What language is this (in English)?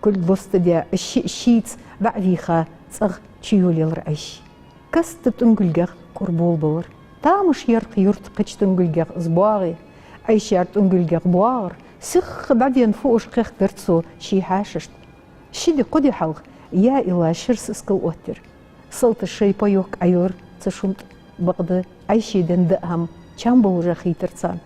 Ingush